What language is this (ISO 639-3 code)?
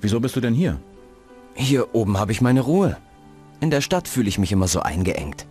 bar